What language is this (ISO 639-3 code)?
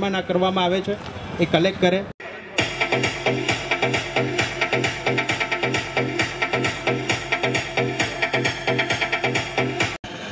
guj